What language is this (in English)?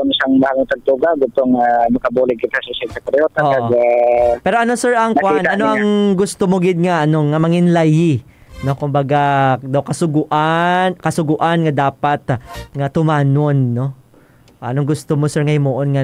Hiligaynon